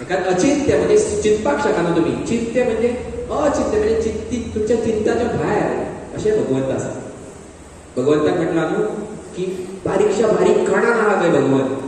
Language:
Konkani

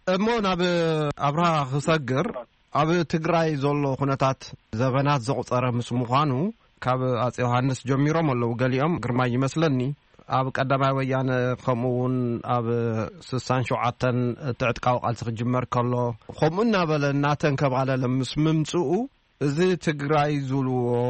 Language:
Tigrinya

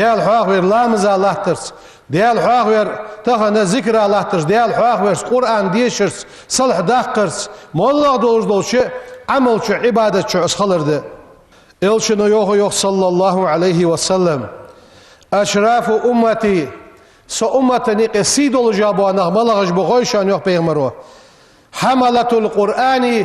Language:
Ingush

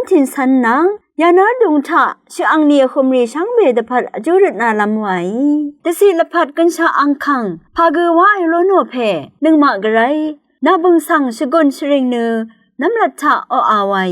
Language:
Rawang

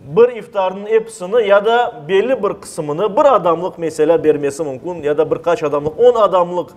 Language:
Crimean Tatar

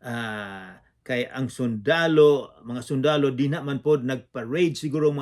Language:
Cebuano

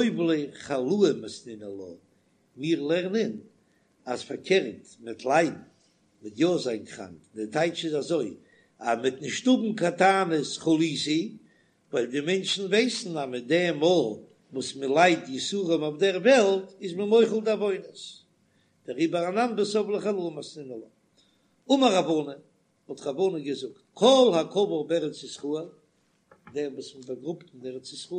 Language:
Yiddish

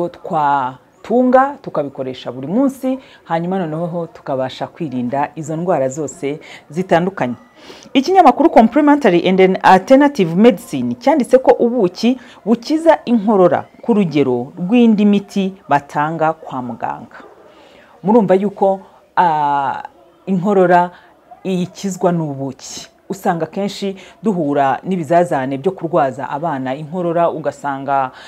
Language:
Kinyarwanda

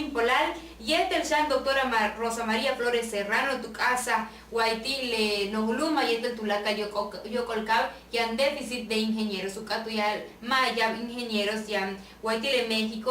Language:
Yucateco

